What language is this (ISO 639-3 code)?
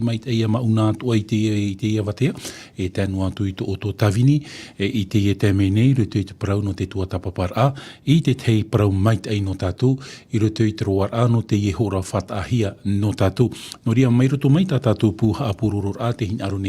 tah